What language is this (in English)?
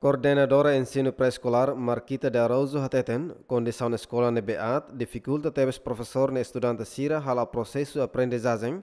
Tetum